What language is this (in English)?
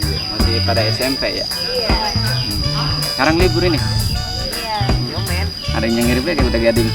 Betawi